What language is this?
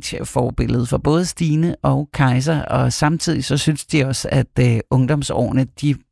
Danish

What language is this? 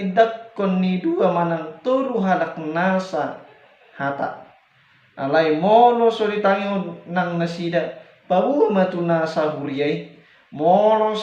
Batak Toba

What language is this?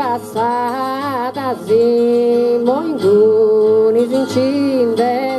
Sardinian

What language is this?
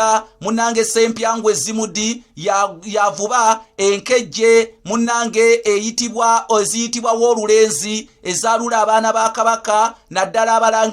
Ganda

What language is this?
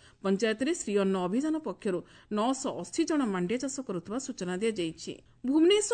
Odia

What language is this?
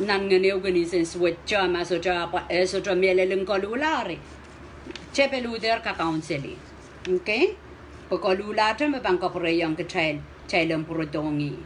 Pohnpeian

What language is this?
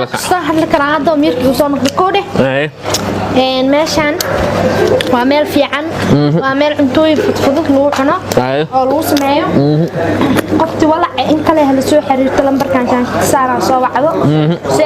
Somali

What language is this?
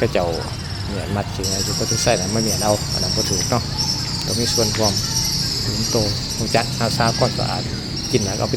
Lao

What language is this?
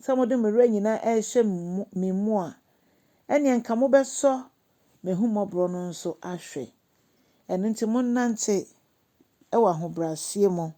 Akan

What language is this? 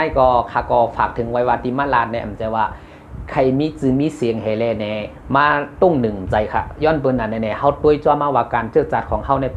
Shan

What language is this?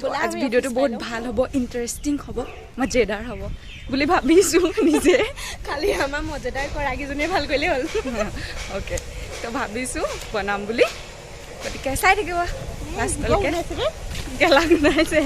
Assamese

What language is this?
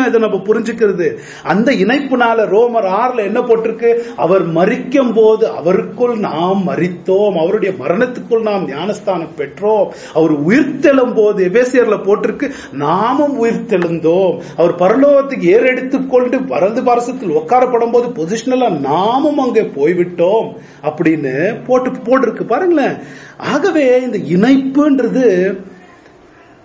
Tamil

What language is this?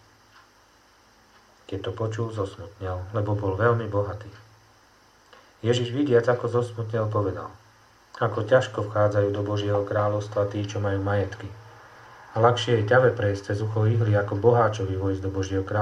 Slovak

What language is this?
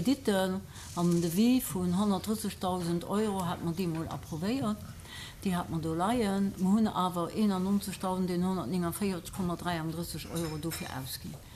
Luxembourgish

